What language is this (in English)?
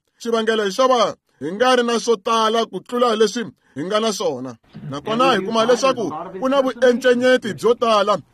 Tsonga